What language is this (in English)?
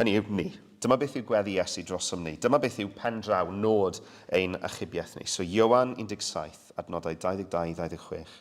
Welsh